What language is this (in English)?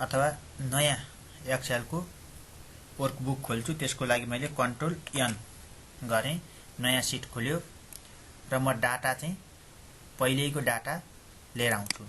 Nepali